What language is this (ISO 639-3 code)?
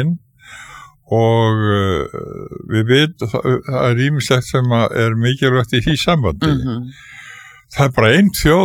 isl